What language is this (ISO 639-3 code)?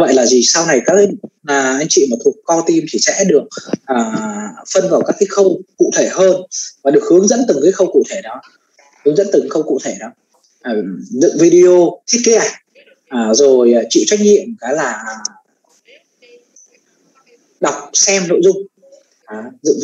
vie